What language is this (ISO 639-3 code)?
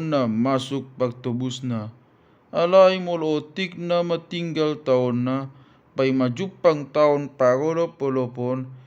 bbc